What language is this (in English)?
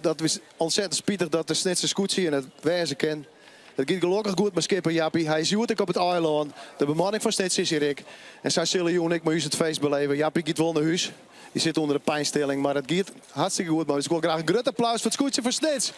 Western Frisian